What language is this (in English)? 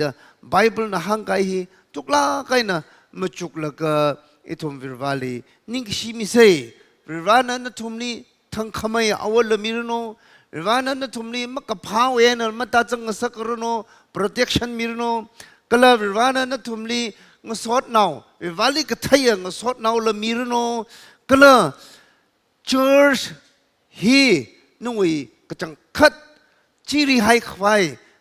Tangkhul Naga (India)